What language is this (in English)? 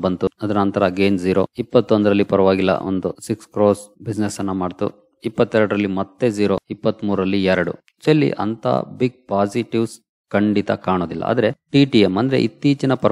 Kannada